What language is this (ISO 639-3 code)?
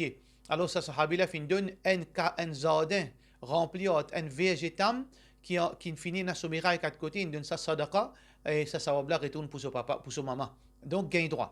mfe